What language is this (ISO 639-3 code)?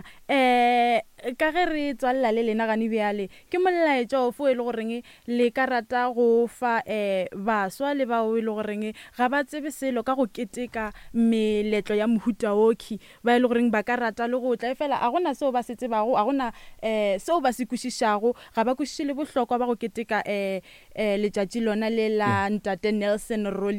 nso